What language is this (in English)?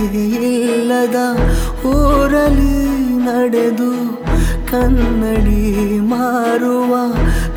Kannada